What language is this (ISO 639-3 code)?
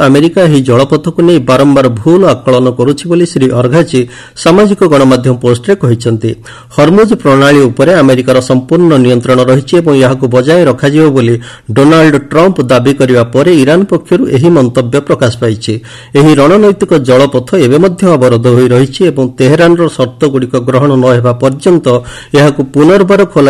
ori